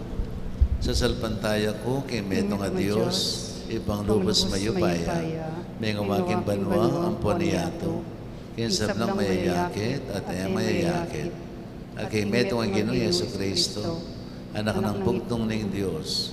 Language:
Pampanga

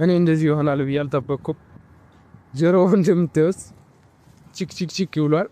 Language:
Amharic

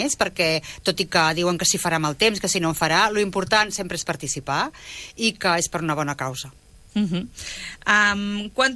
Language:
Catalan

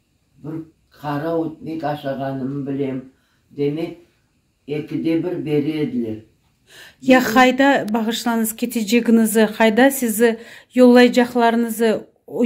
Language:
Crimean Tatar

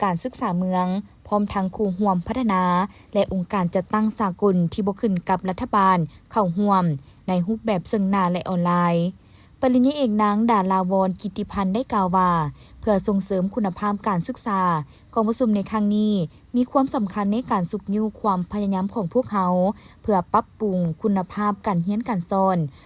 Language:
Lao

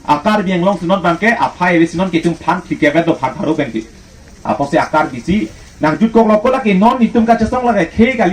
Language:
Karbi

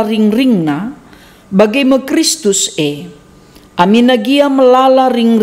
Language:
Batak Karo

